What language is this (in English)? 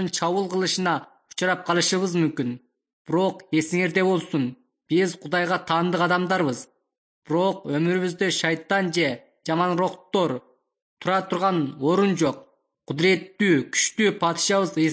Kyrgyz